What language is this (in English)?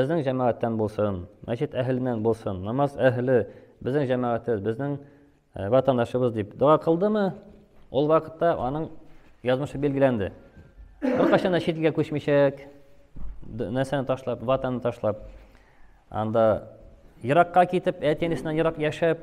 Tatar